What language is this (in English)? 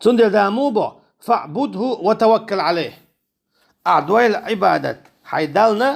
Chechen